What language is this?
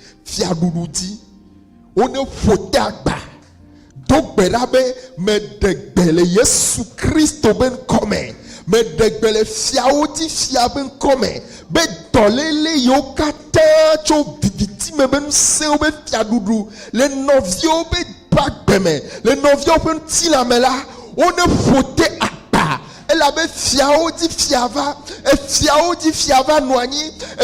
Ewe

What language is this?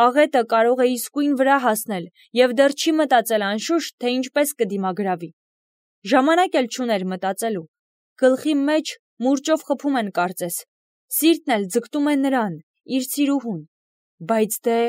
Armenian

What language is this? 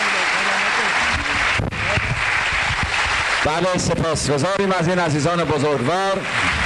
Persian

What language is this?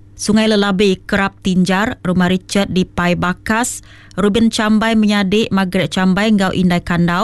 Iban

